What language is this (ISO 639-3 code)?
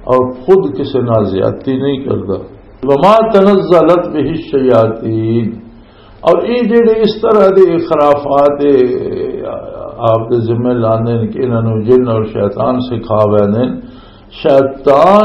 lah